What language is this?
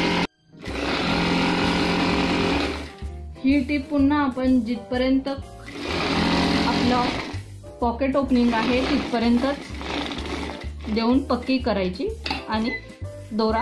Marathi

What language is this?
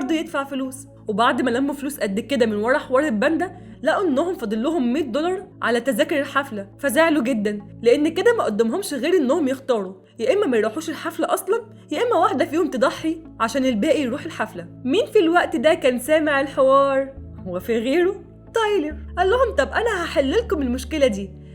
Egyptian Arabic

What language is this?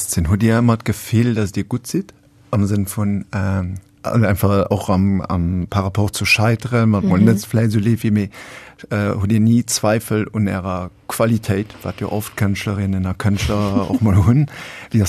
Luxembourgish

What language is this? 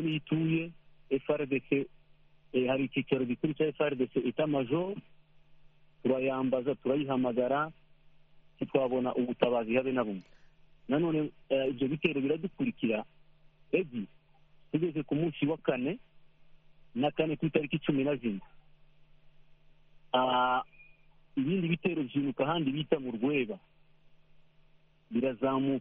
Kinyarwanda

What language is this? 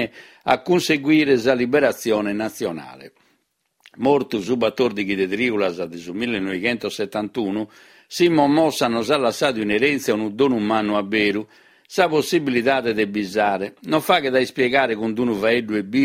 Sardinian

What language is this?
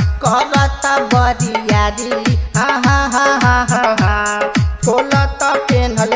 Bhojpuri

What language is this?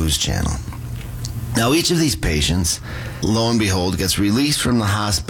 English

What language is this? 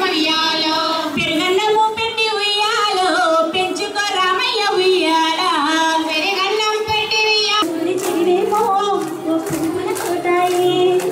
Telugu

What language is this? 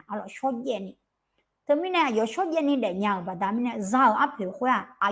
Akha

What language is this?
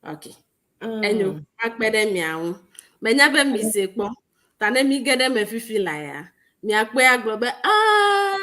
Ewe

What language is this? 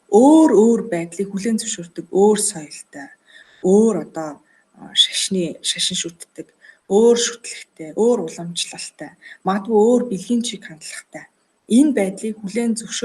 Mongolian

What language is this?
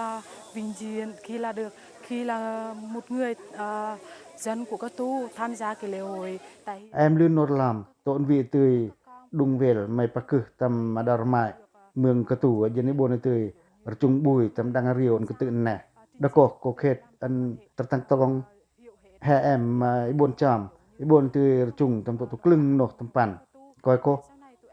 Pacoh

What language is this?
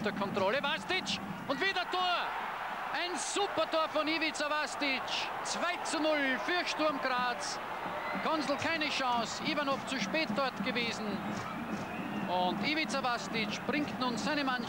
German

